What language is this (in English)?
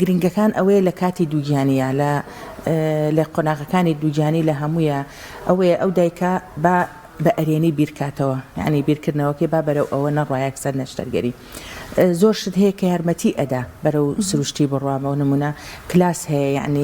Central Kurdish